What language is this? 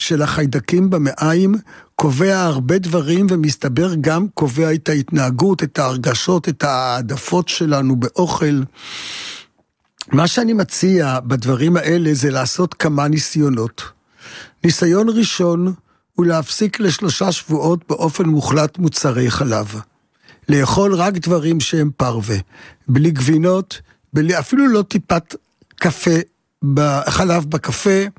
Hebrew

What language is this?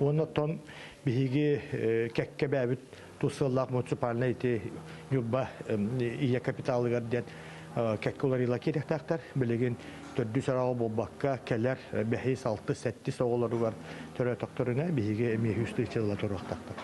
Yakut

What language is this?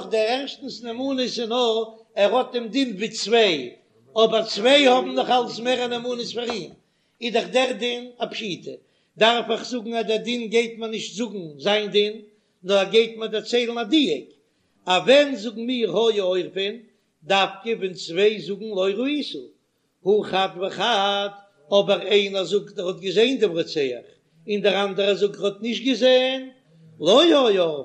Yiddish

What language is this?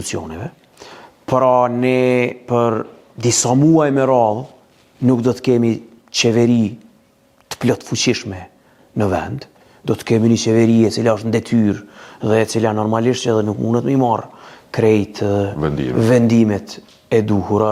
Albanian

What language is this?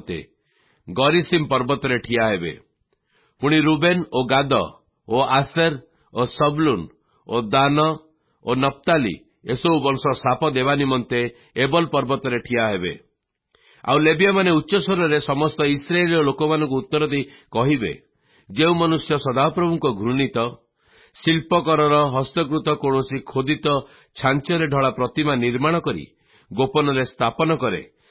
Odia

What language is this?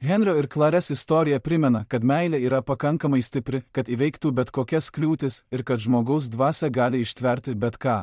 Lithuanian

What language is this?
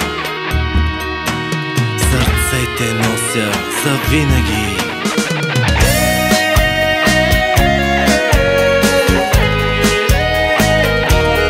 Bulgarian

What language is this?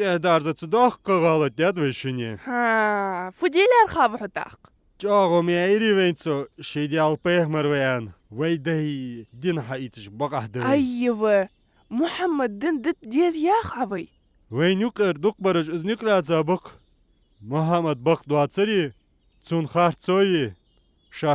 Ingush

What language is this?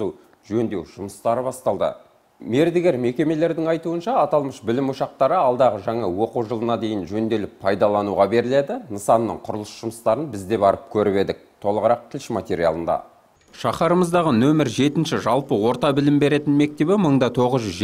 Kazakh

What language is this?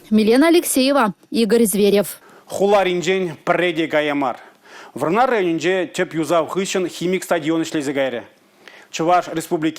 Chuvash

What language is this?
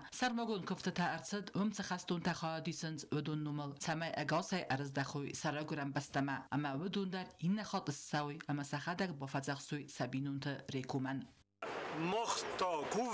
Ossetic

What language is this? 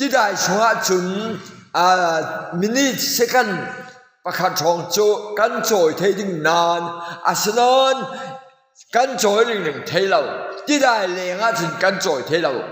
Falam Chin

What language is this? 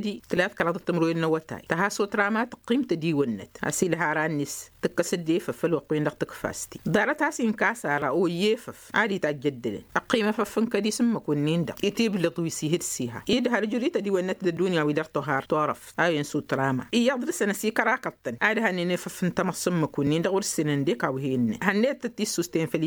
Tamasheq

